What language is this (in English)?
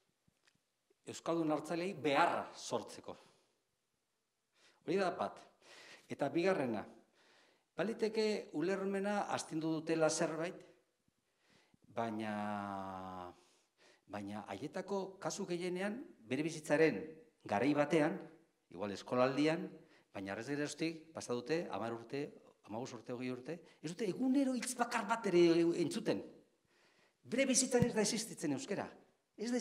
Basque